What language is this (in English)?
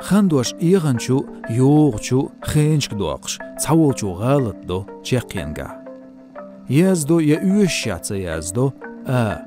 Chechen